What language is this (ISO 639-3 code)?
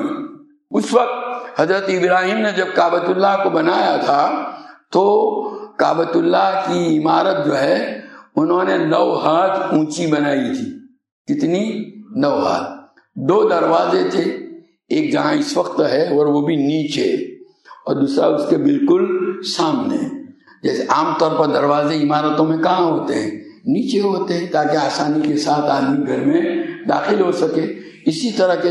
urd